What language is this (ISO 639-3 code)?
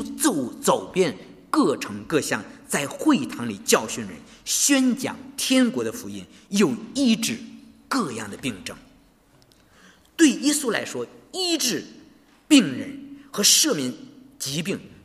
zho